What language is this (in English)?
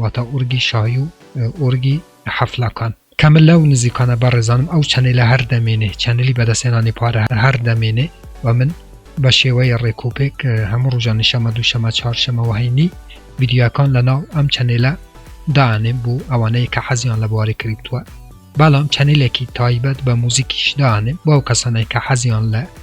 Central Kurdish